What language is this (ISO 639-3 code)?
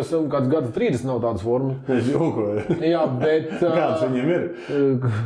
lav